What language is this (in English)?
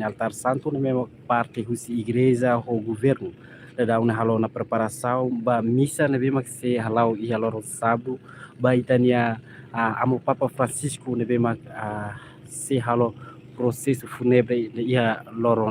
Tetum